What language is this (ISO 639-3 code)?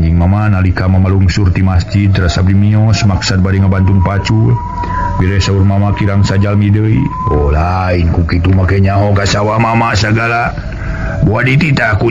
sun